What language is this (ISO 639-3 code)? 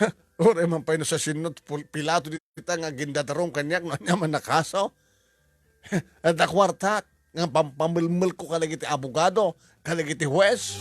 ilo